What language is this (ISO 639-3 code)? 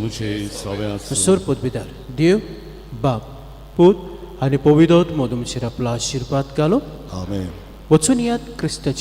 kok